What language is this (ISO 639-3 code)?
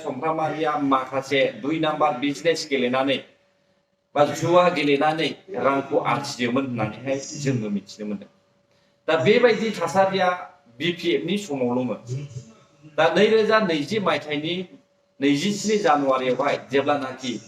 brx